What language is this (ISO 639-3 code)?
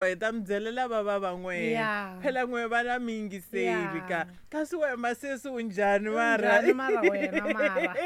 tso